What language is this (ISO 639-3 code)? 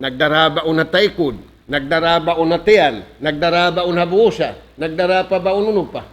tsg